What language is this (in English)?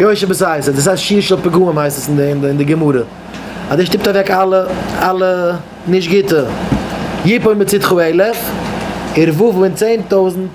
Yiddish